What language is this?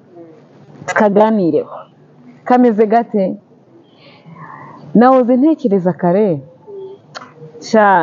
Kinyarwanda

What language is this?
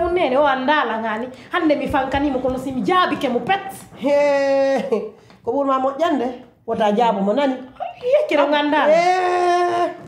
Pular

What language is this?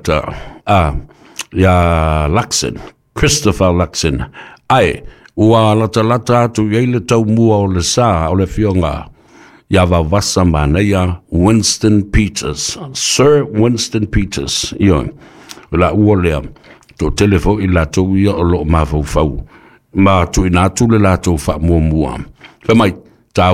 Samoan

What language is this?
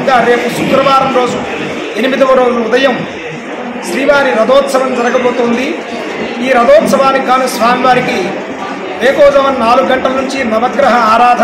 Telugu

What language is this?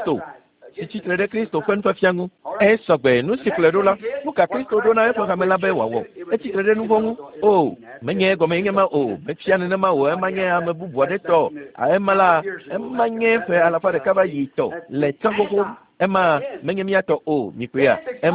Ewe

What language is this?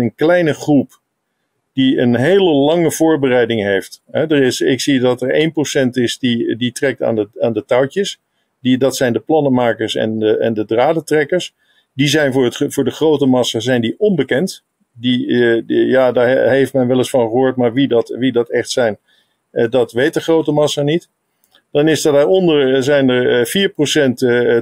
Dutch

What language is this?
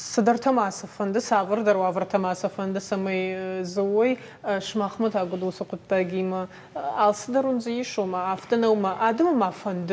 Ossetic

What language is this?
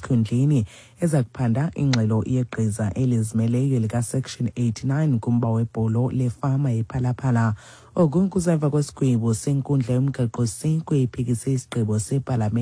Xhosa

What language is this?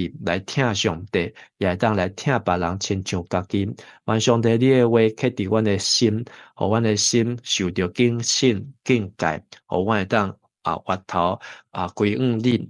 Min Nan Chinese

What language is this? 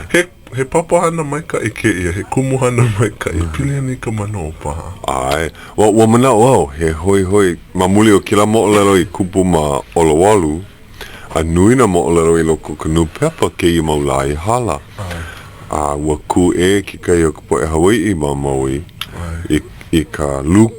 Hawaiian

